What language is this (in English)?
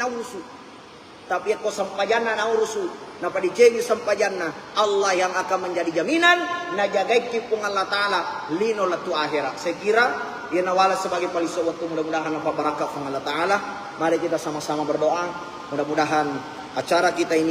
Buginese